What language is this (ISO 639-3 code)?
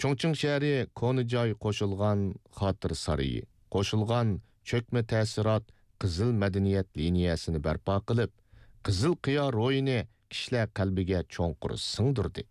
uig